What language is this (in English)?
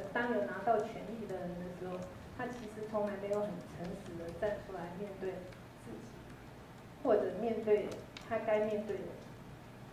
Chinese